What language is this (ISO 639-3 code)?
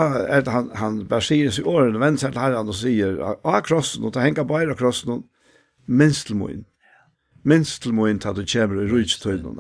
fao